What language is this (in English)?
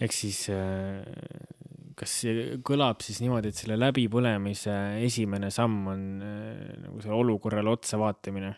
Estonian